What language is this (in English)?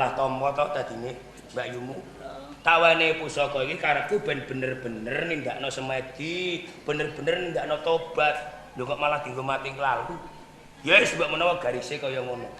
Javanese